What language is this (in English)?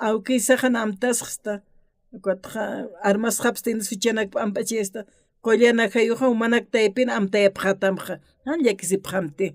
Aymara